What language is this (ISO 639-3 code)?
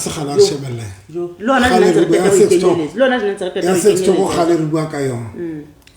sot